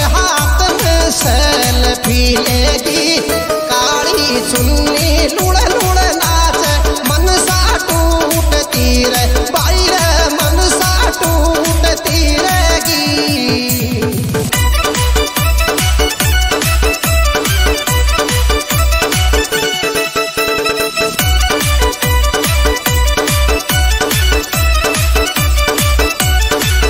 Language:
Rajasthani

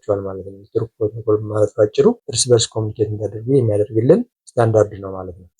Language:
Amharic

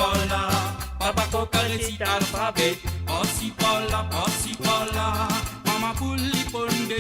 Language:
Morisyen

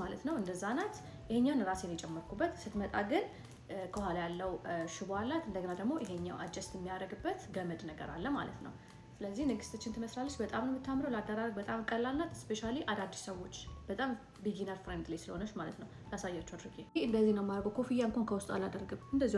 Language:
Amharic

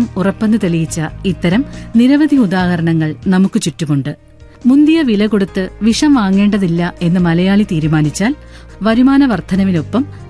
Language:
Malayalam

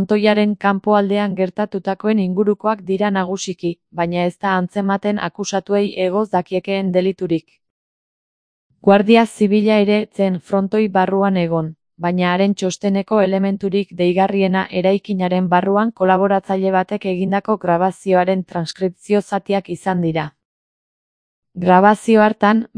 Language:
Basque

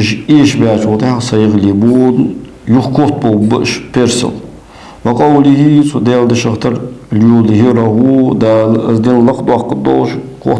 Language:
Ingush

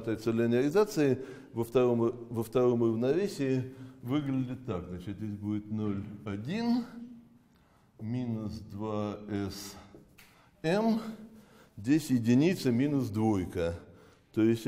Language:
Russian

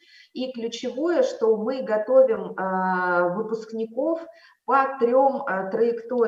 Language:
Russian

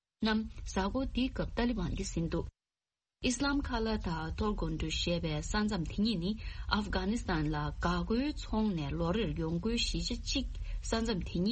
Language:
Tibetan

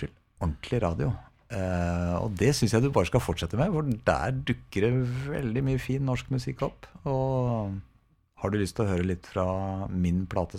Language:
Norwegian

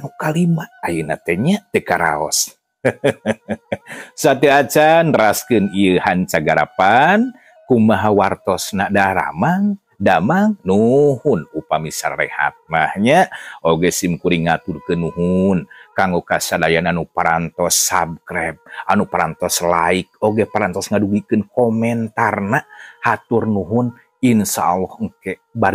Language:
Sundanese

